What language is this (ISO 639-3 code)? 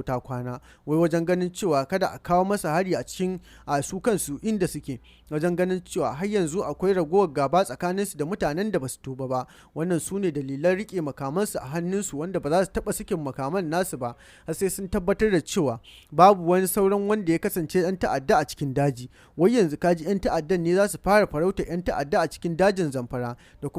hau